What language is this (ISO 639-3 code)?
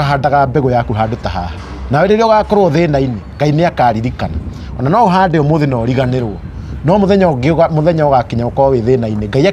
kik